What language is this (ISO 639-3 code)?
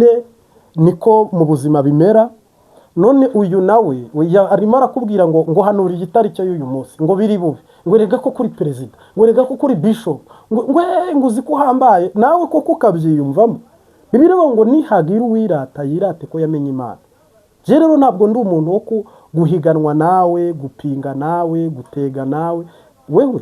kin